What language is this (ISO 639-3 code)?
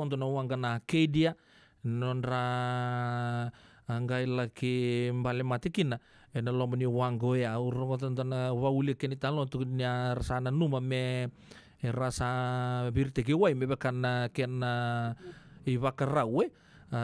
fij